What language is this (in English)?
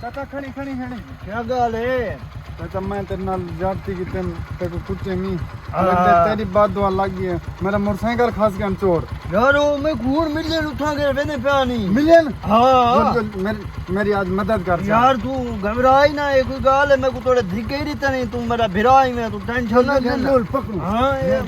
Saraiki